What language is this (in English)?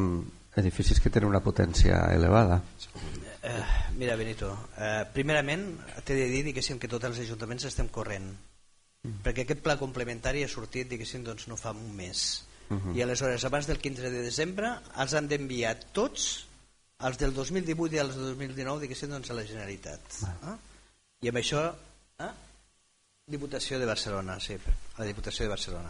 Catalan